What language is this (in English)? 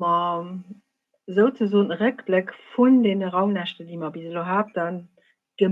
Luxembourgish